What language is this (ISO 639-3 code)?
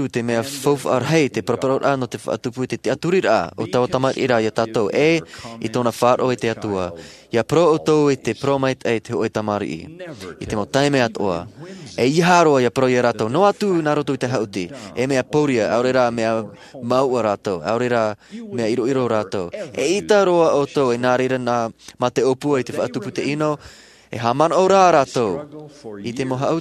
tah